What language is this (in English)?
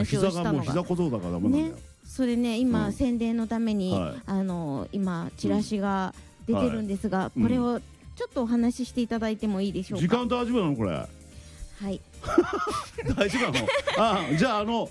Japanese